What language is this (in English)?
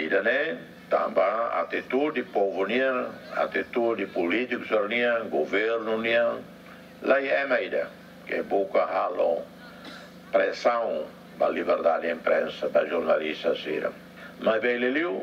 Tetum